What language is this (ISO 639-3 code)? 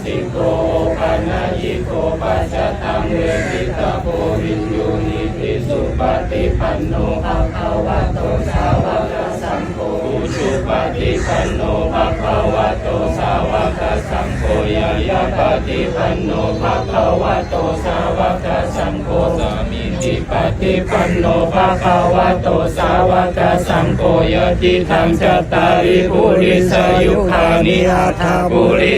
pli